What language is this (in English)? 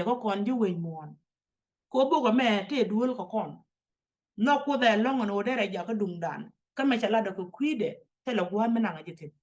Nuer